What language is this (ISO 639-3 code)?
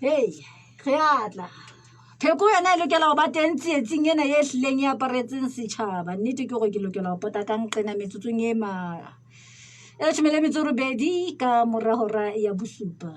sot